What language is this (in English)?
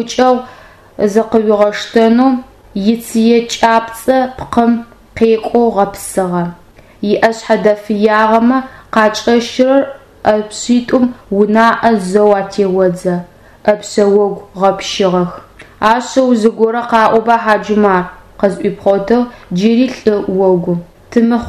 Adyghe